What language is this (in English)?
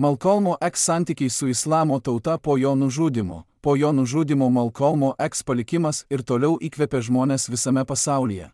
Lithuanian